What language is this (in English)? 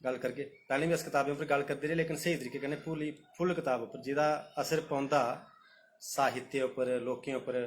Dogri